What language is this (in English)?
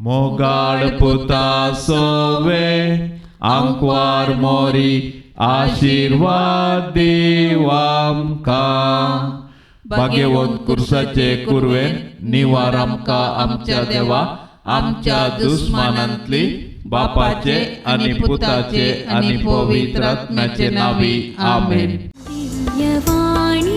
Konkani